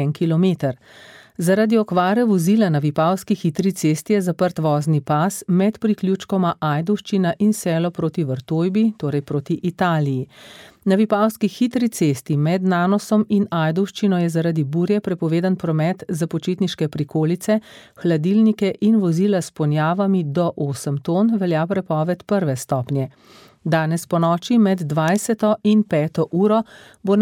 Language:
Slovenian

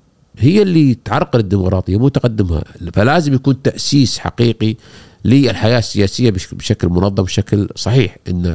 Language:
Gulf Arabic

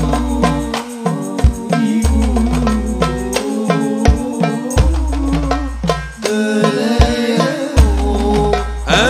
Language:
Indonesian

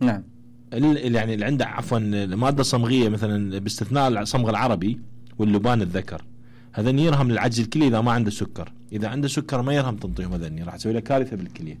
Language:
Mesopotamian Arabic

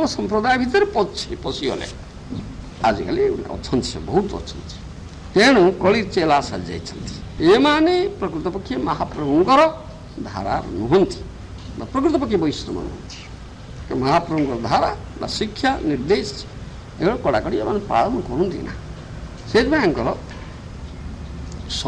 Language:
Odia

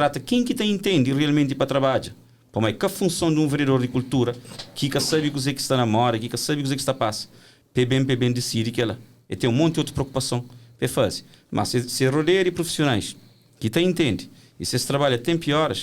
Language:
Kabuverdianu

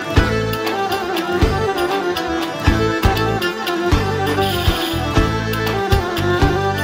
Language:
Greek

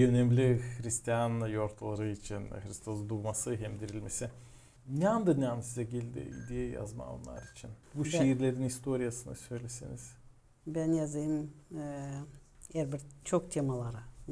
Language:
Gagauz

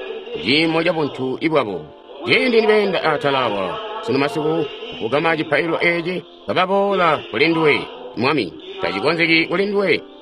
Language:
Tonga (Zambia)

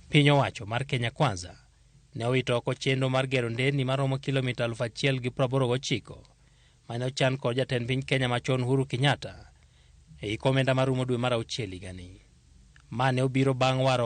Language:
Luo (Kenya and Tanzania)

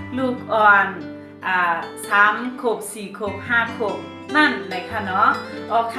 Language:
Shan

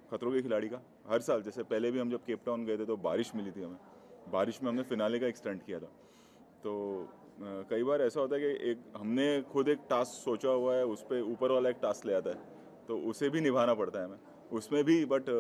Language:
Hindi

